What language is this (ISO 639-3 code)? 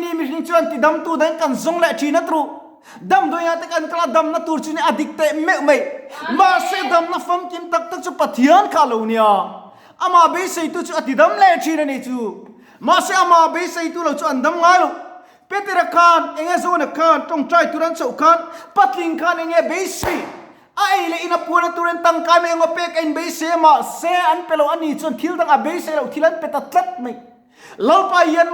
lus